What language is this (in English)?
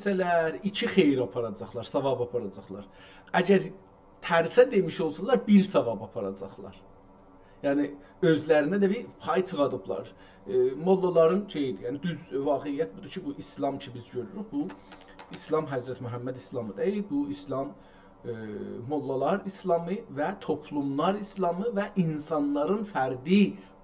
South Azerbaijani